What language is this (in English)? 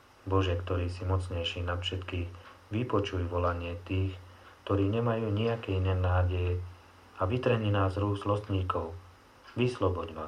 Slovak